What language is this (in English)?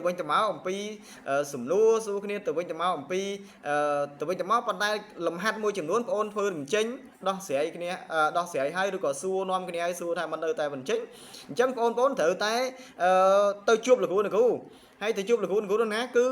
Khmer